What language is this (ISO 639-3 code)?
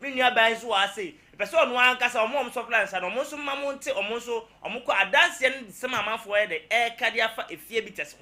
aka